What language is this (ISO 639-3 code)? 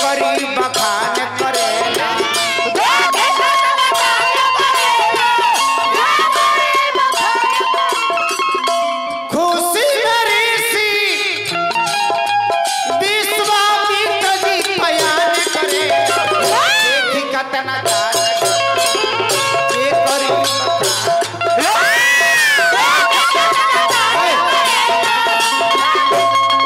bho